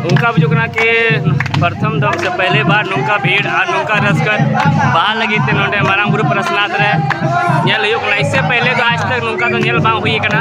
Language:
Santali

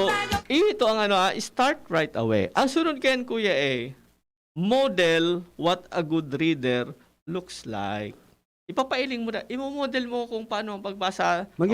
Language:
Bikol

